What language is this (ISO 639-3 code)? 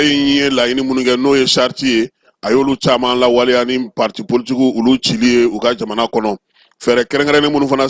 bam